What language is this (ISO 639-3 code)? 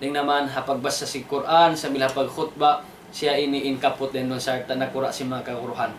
tsg